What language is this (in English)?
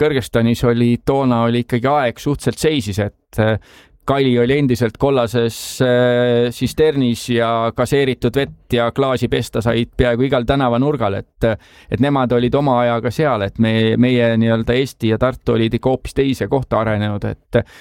Estonian